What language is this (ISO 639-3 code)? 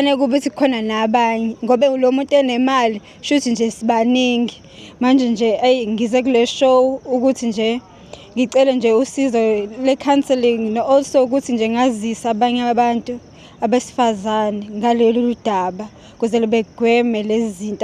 zul